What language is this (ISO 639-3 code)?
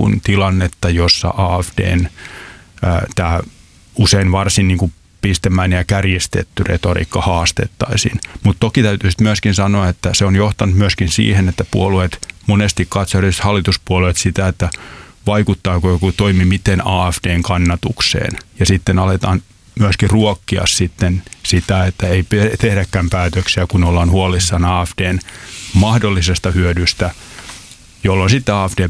fin